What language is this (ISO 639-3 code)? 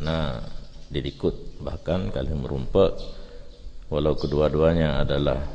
ace